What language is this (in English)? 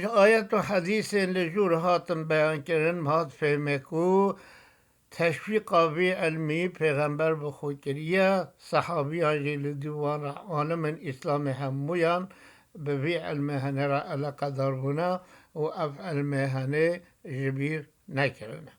Kurdish